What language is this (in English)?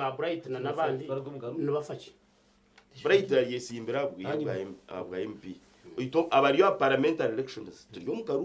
Nyankole